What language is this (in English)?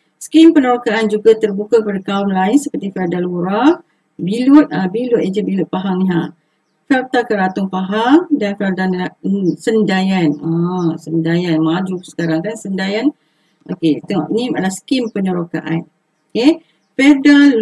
Malay